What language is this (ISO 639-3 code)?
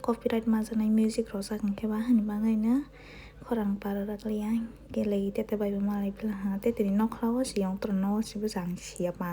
trp